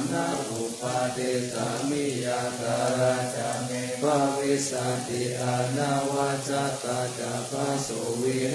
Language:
Pali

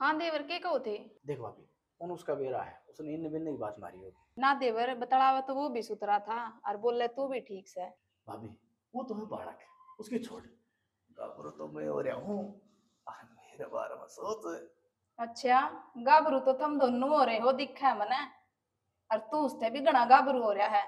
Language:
Haryanvi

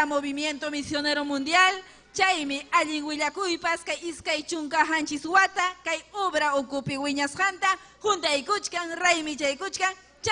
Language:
Ayacucho Quechua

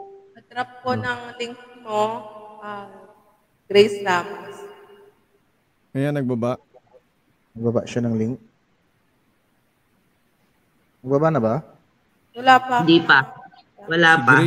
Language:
Filipino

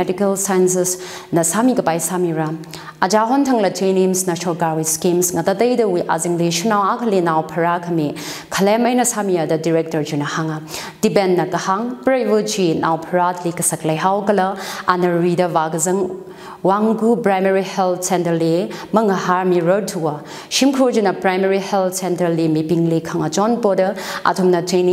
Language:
Tangkhul Naga (India)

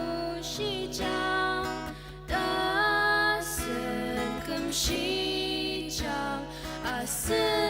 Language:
Ao Naga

